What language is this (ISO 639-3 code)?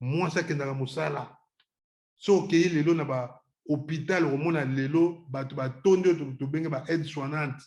lin